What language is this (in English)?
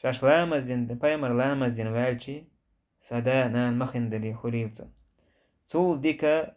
Chechen